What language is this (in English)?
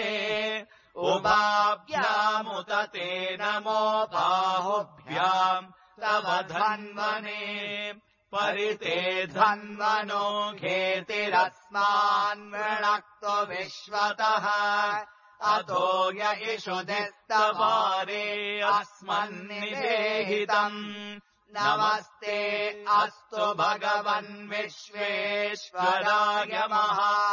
Sanskrit